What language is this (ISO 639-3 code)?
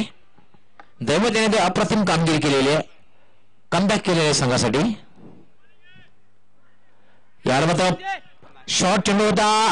mar